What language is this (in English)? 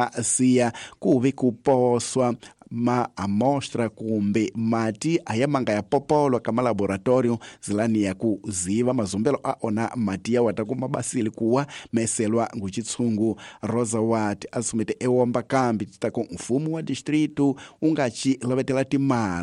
Tsonga